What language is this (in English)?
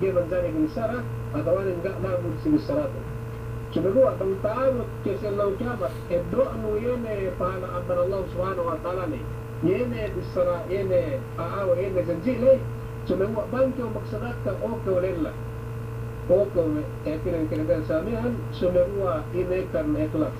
Yakan